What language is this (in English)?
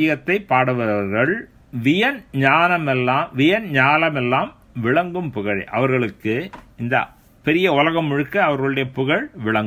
Tamil